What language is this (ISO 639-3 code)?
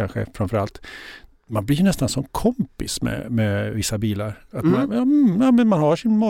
swe